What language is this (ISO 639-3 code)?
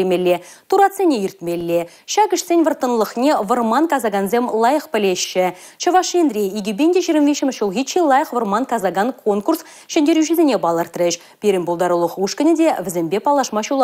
chv